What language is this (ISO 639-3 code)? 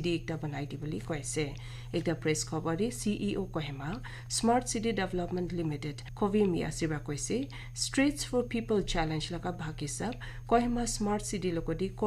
nag